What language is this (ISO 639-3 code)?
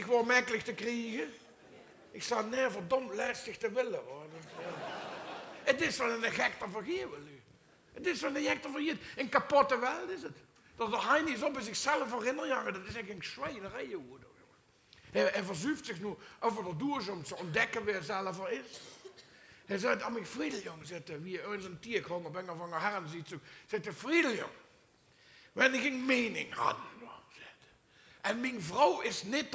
lim